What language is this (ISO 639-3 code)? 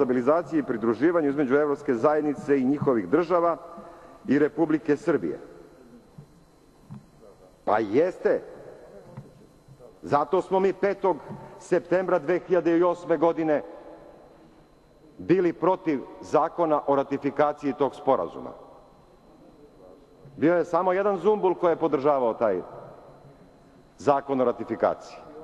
srp